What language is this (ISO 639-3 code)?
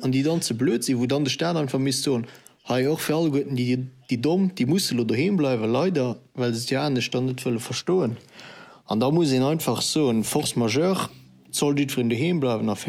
ltz